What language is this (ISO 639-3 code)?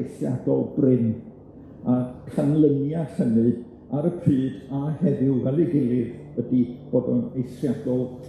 cym